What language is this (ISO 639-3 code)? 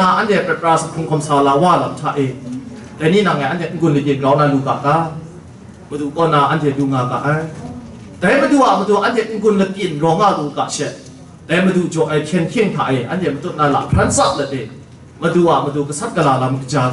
kac